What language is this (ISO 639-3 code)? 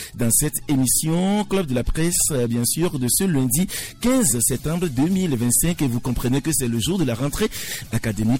fra